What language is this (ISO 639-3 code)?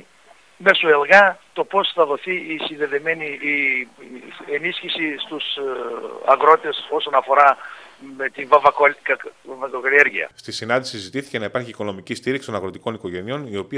ell